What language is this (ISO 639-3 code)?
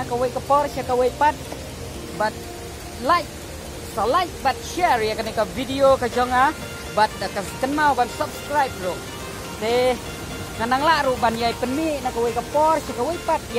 kha